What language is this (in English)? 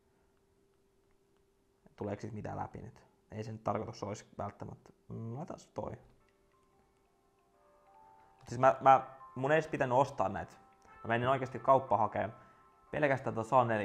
Finnish